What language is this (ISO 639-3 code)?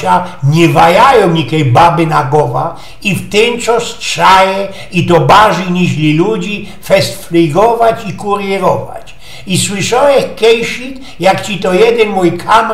szl